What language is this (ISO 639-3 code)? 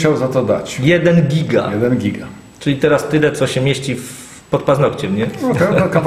pol